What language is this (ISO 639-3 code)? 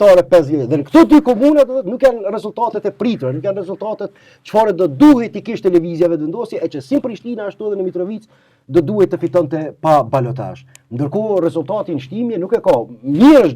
sqi